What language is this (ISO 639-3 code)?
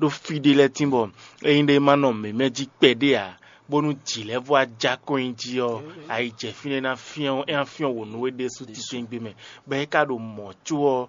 fon